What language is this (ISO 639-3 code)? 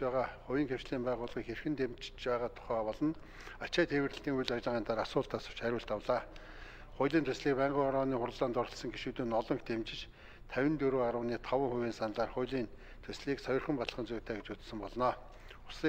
mon